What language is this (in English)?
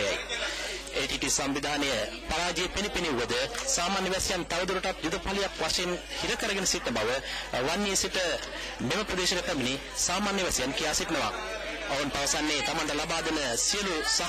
Sinhala